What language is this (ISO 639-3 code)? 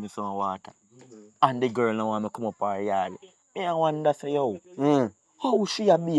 jam